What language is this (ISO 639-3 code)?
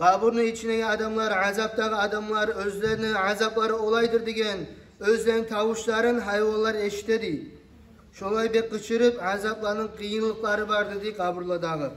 kum